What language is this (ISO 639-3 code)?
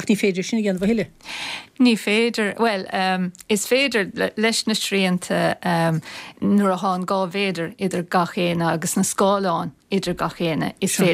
gle